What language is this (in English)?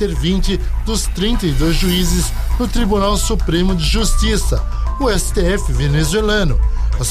Portuguese